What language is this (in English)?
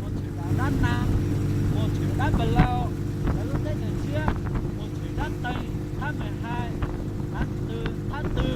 Hmong